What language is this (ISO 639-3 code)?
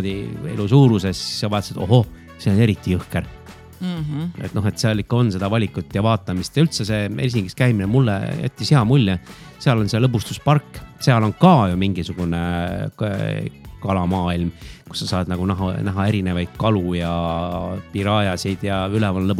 est